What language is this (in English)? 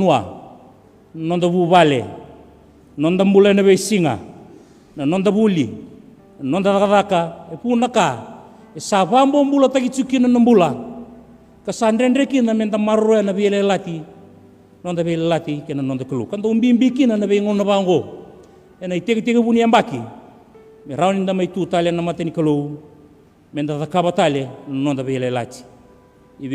Fijian